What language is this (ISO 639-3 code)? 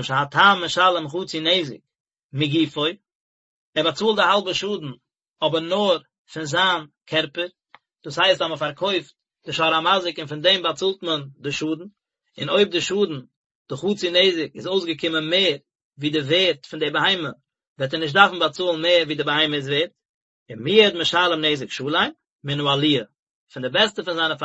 yid